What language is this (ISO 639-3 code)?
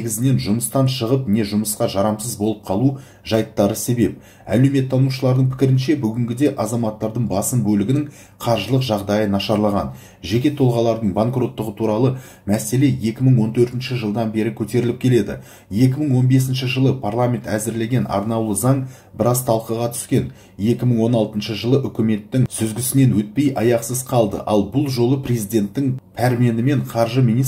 kaz